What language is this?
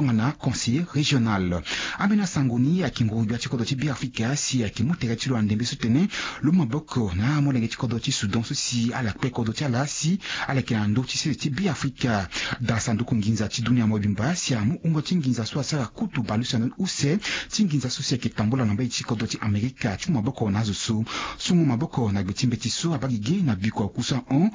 Sango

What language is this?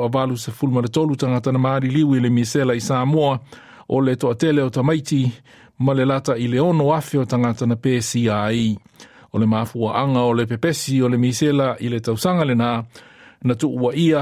Samoan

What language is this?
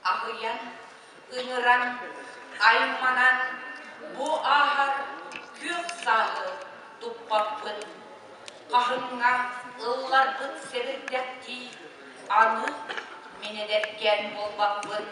Yakut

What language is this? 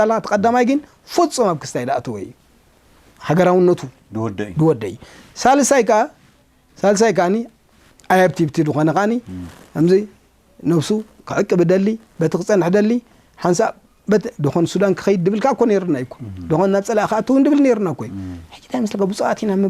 Tigrinya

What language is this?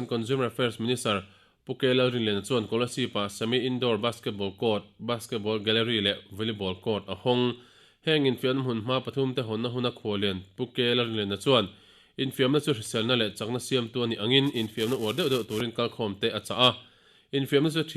Mizo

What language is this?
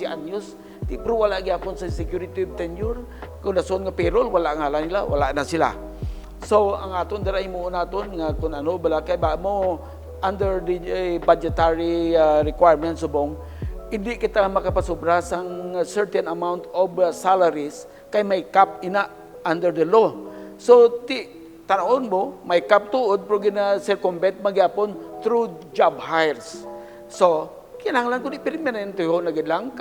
Hiligaynon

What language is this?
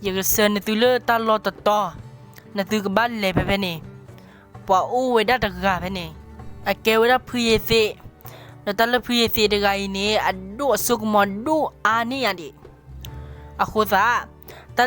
S'gaw Karen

